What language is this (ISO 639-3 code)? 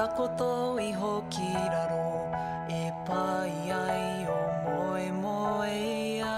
mri